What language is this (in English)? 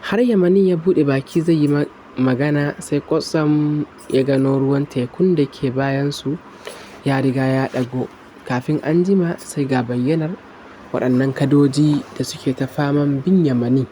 Hausa